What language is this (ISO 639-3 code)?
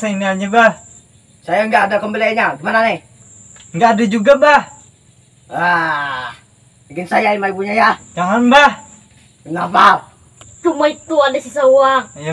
bjn